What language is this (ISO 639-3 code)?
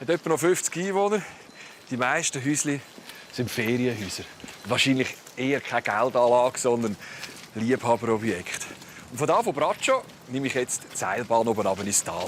gsw